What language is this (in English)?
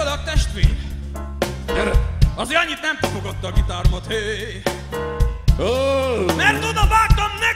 Hungarian